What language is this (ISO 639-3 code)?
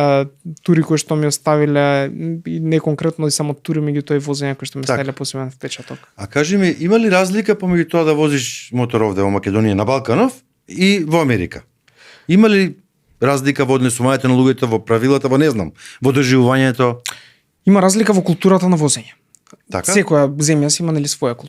mkd